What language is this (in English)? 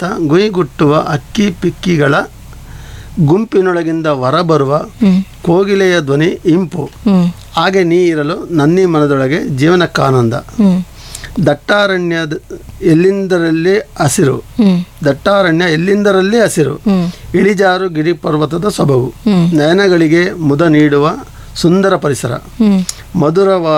Kannada